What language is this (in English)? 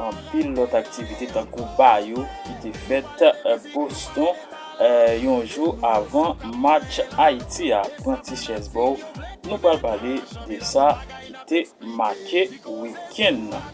Haitian Creole